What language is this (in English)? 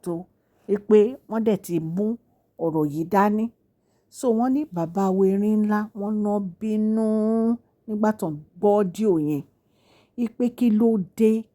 Yoruba